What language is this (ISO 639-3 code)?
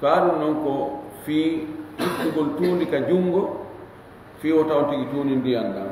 ful